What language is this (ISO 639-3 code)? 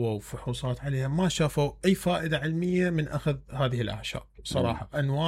acm